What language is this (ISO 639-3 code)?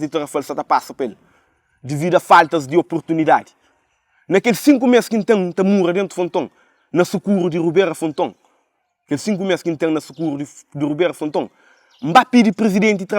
kea